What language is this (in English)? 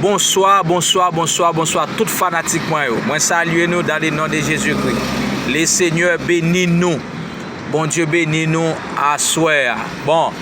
Haitian Creole